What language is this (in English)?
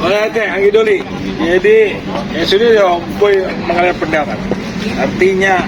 Batak Toba